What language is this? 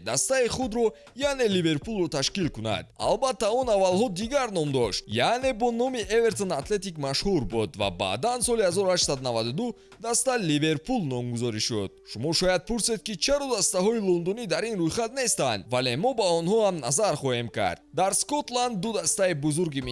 Tajik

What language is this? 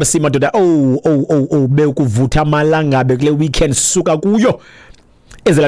Xhosa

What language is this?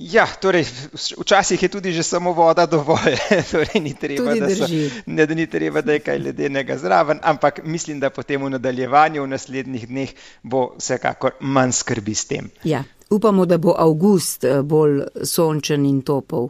Slovenian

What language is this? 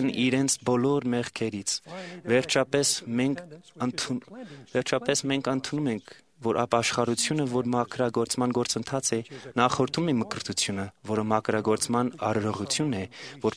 Armenian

